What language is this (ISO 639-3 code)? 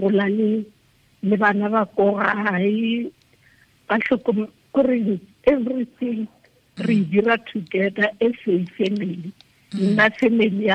tsn